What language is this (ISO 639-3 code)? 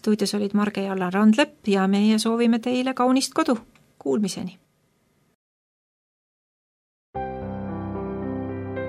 est